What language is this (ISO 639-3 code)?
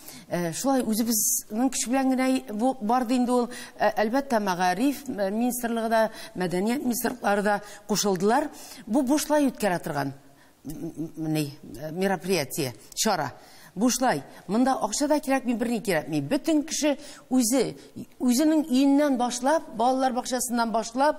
tat